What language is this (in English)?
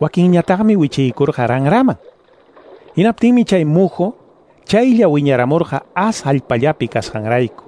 Ayacucho Quechua